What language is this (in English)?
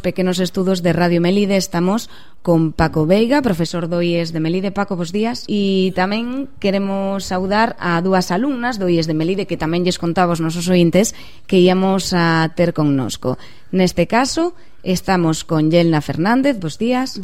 Galician